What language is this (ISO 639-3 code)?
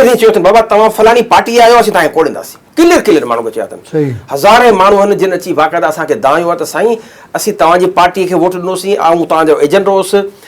snd